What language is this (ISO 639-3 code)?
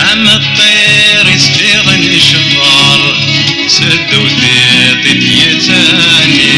kab